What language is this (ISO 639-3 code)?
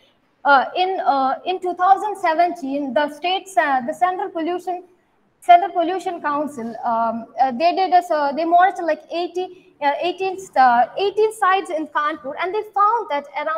eng